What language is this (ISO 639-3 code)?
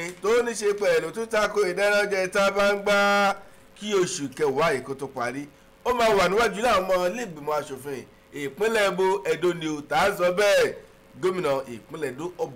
yor